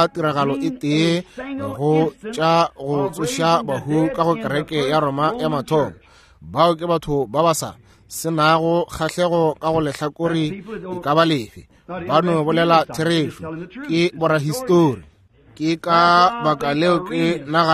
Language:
Northern Sotho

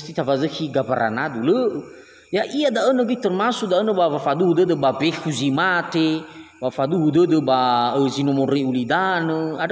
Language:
Nias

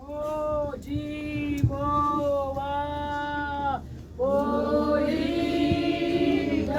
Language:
Tswana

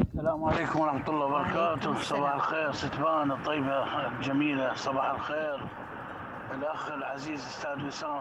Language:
Mesopotamian Arabic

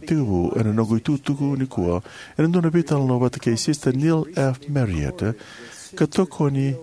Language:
Fijian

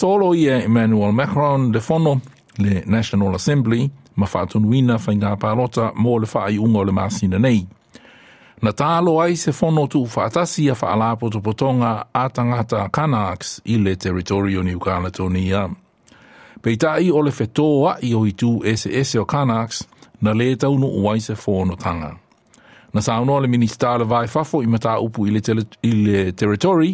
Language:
Samoan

